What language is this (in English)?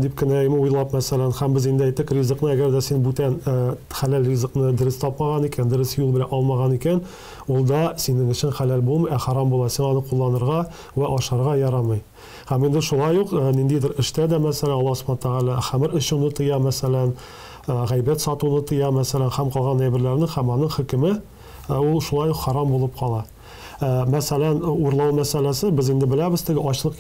Tatar